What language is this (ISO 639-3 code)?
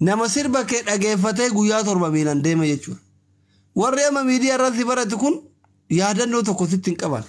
orm